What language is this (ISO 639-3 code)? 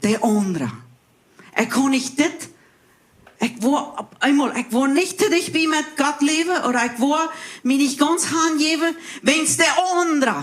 pdt